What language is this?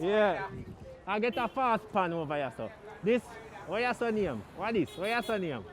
Jamaican Creole English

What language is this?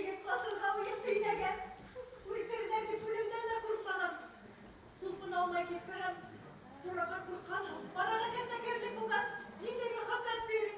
Bashkir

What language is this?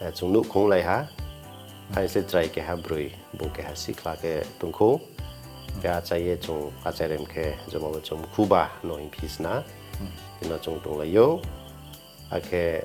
Riang (India)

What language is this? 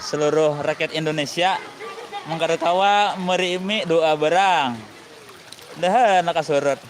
Banjar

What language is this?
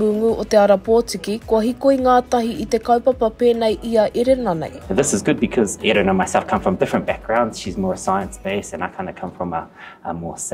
Māori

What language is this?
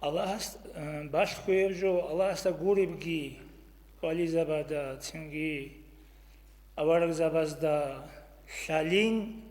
Avaric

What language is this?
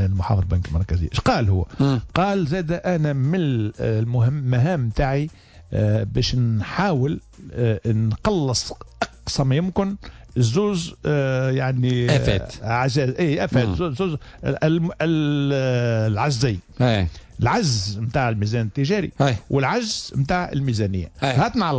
Tunisian Arabic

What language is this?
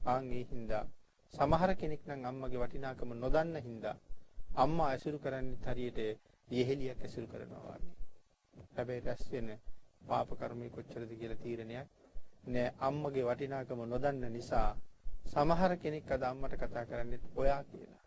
Sinhala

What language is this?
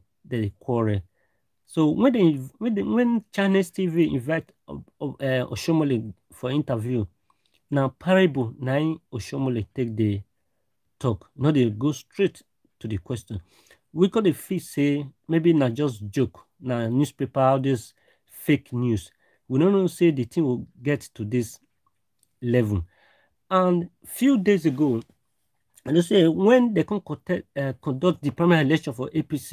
Nigerian Pidgin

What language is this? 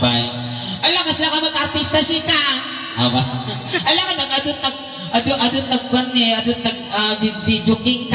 Iloko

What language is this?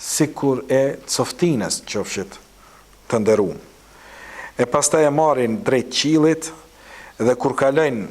Albanian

